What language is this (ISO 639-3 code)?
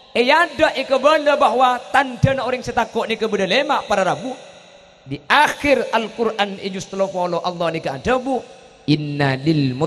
mad